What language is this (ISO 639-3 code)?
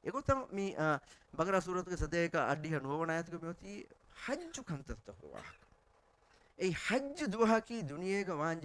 div